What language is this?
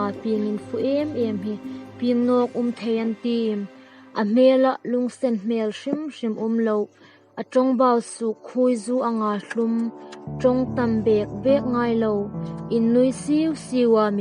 Hmar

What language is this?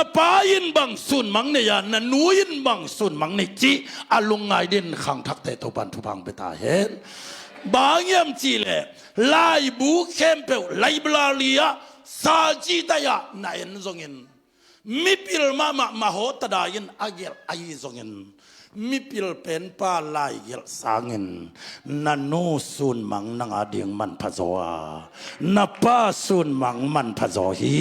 Tedim Chin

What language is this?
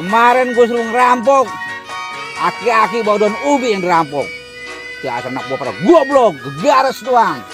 Betawi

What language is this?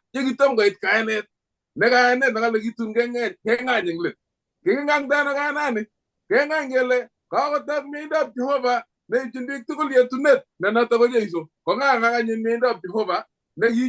Kalenjin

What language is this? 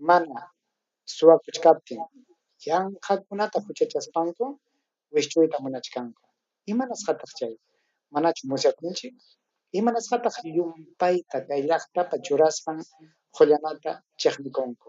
Ayacucho Quechua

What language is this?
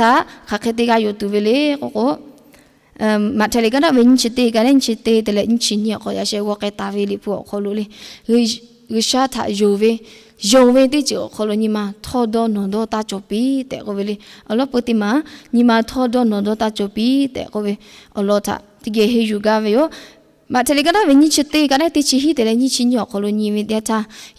Lahu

